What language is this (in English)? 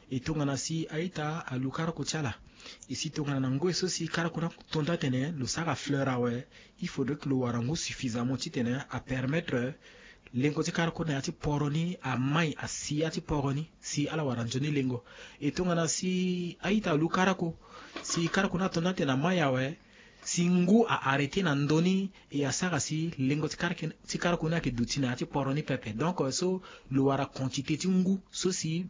Sango